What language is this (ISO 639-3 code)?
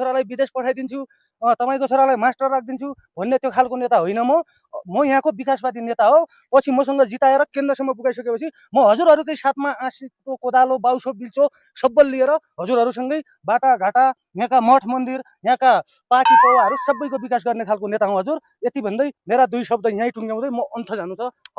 nep